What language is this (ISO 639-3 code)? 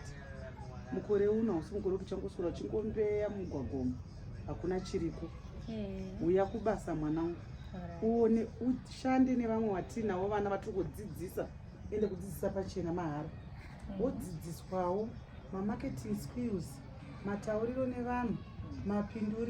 sna